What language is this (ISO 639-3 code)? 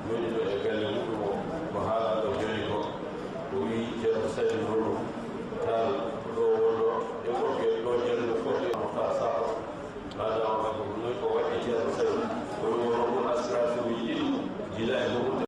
ful